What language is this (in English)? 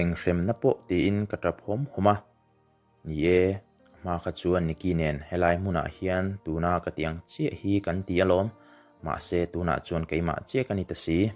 Mizo